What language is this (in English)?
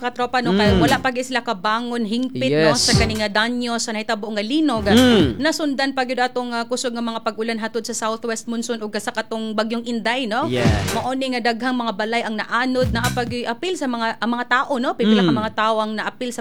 Cebuano